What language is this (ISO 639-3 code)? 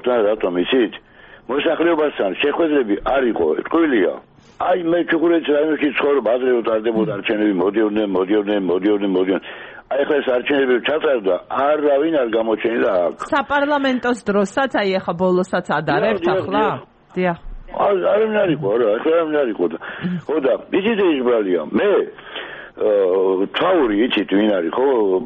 kat